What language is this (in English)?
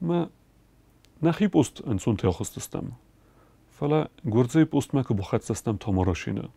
Ossetic